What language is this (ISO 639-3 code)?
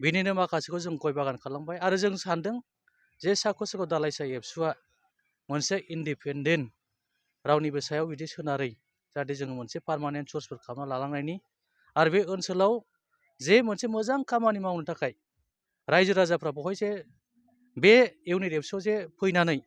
brx